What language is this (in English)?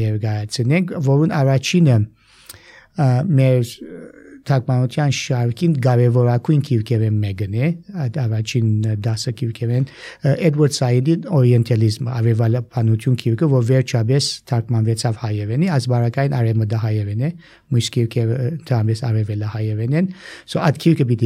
Armenian